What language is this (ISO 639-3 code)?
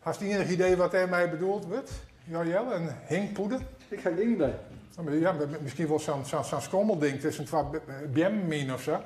fry